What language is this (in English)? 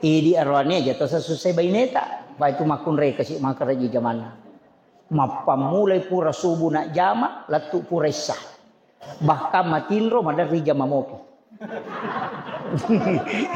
Buginese